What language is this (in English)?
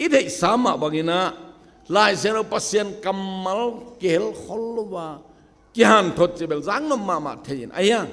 Tedim Chin